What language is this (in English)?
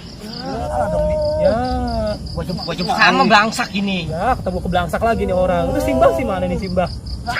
Betawi